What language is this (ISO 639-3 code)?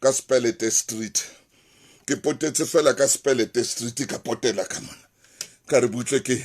sot